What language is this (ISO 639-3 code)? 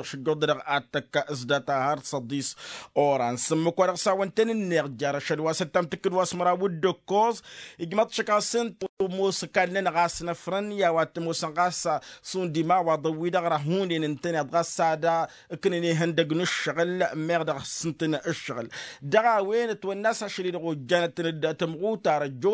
taq